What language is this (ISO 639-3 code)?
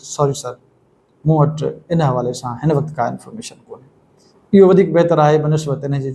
snd